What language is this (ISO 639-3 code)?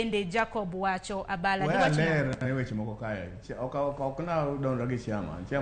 luo